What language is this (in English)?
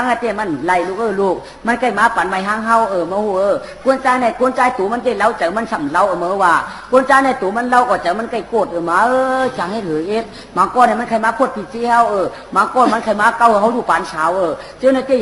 Shan